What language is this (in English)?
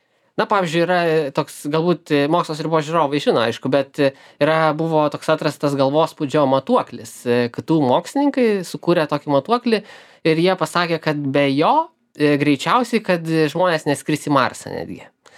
Lithuanian